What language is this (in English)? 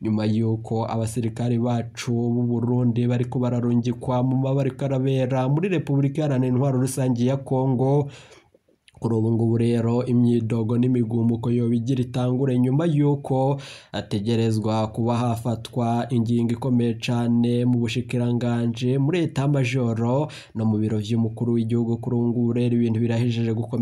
Rundi